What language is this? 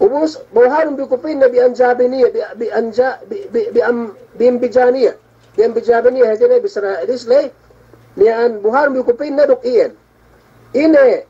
Yakan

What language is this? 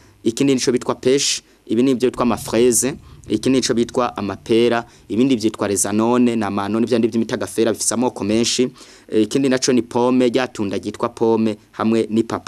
Rundi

